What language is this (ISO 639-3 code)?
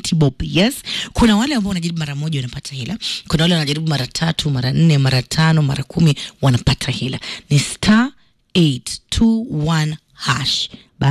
swa